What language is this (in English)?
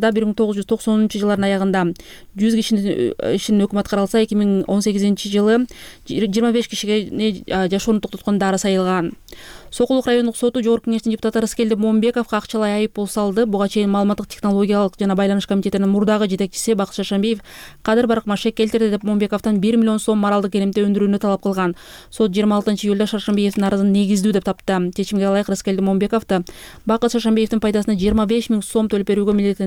Kyrgyz